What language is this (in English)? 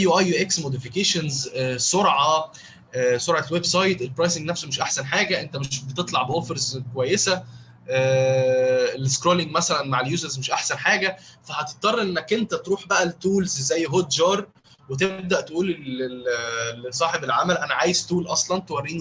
Egyptian Arabic